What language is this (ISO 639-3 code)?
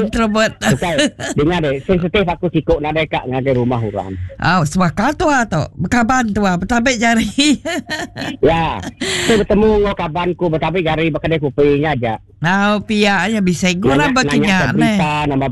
iba